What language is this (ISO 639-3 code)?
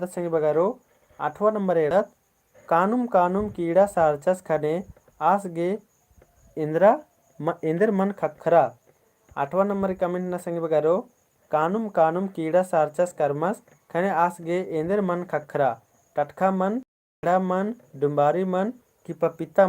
kru